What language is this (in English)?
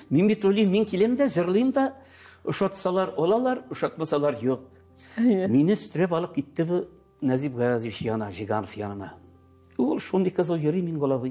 Tatar